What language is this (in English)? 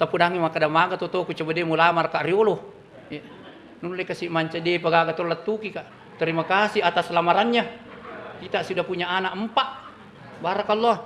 Buginese